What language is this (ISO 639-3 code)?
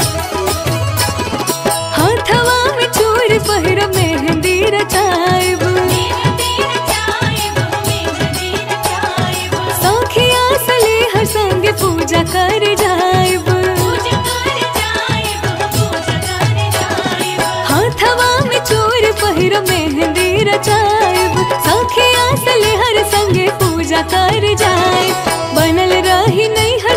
bho